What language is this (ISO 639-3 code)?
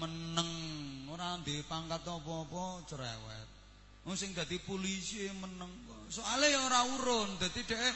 jav